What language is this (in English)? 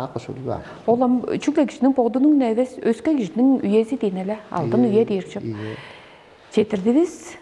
Tuvinian